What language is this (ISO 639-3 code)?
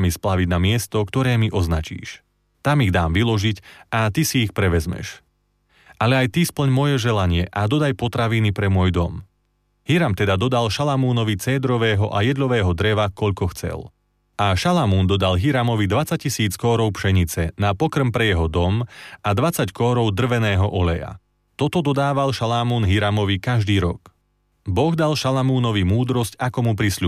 slk